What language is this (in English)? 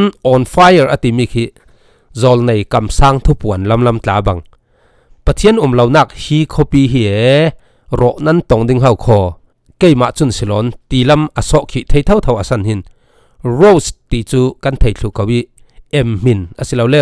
Falam Chin